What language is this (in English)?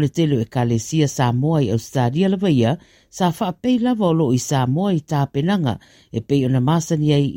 Samoan